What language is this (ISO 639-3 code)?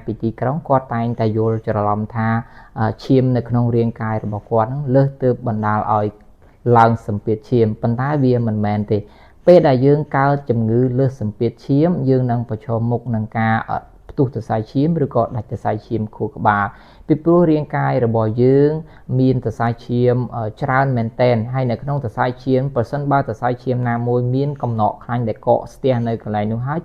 khm